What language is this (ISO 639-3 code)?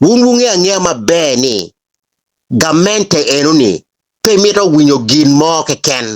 ach